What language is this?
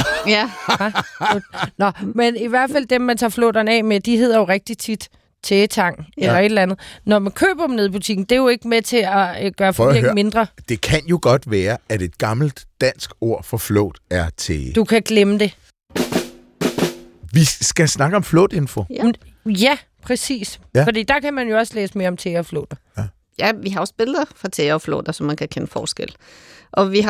Danish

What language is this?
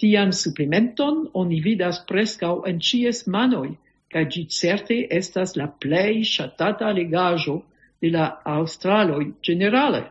Esperanto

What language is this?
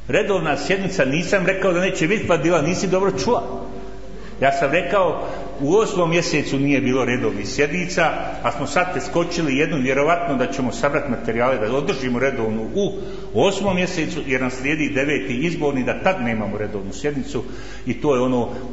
Bosnian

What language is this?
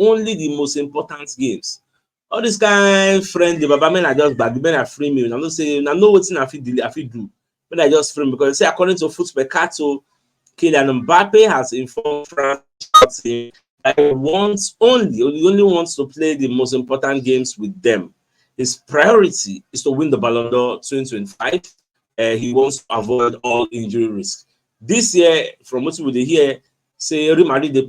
Nigerian Pidgin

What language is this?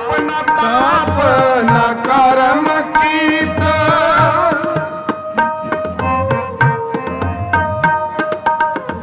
Punjabi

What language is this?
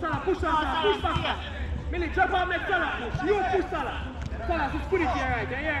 Jamaican Creole English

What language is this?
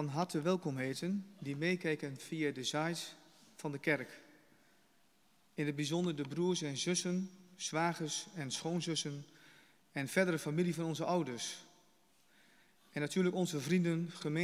Dutch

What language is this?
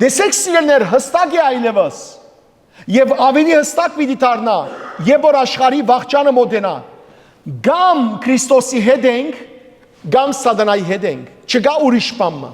Western Armenian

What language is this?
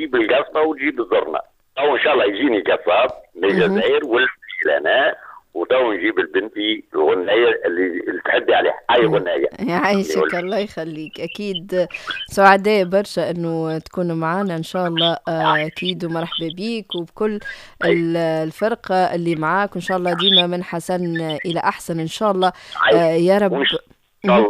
Tunisian Arabic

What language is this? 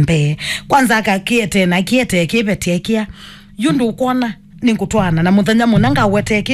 Kamba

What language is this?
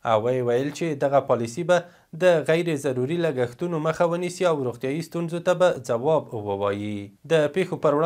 Pashto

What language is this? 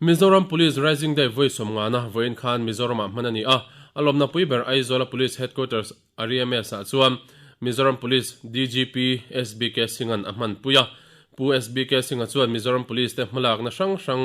Mizo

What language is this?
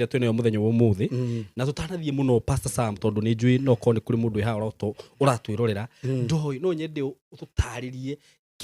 Kikuyu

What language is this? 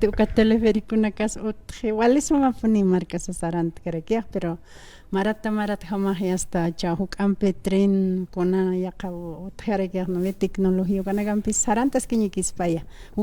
Aymara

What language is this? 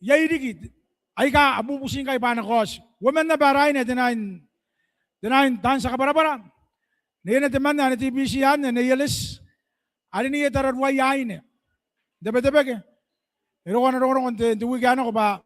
Gilbertese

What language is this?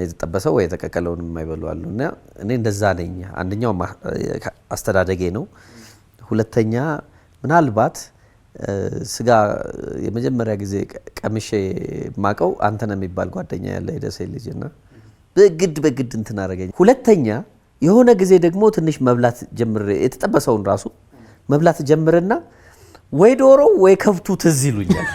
Amharic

